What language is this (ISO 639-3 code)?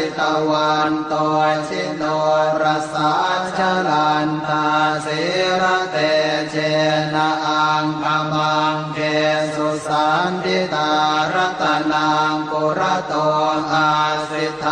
pli